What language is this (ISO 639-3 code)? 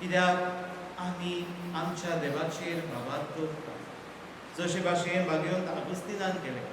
kok